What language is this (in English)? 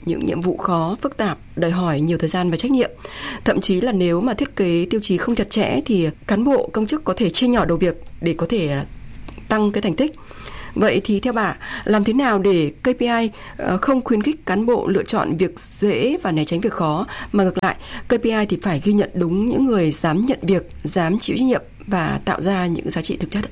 Vietnamese